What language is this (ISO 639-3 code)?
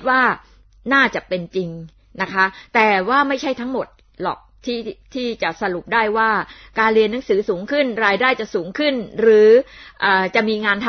tha